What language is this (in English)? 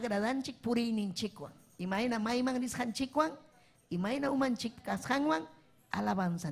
Ayacucho Quechua